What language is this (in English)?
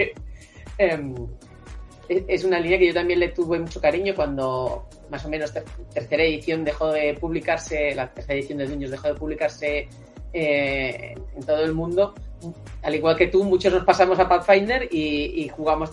Spanish